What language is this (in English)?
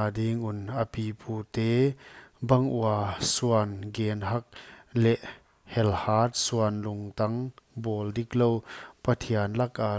Paite Chin